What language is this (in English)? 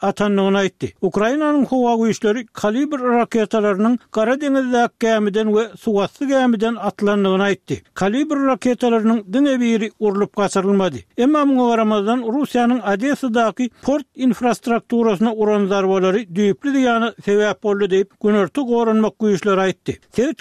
Turkmen